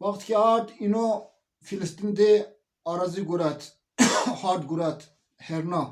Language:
Zaza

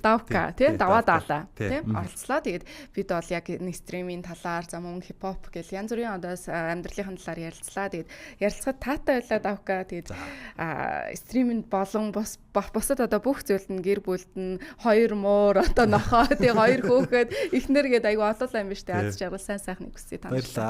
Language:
Mongolian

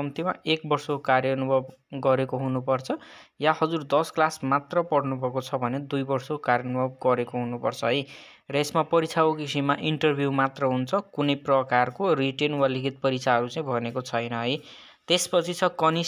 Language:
Nepali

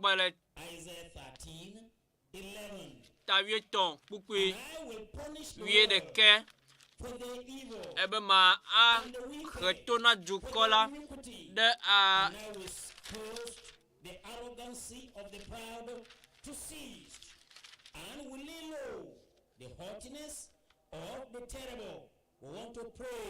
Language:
Ewe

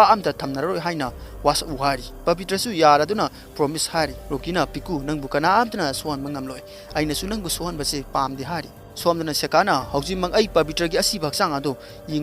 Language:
Manipuri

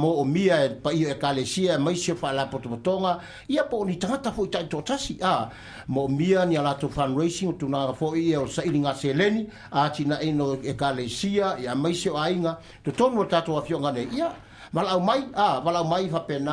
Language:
Samoan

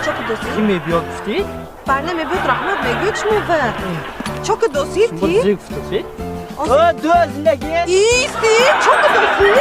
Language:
Tajik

